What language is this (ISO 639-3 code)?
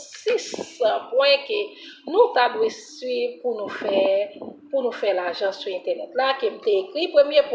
hat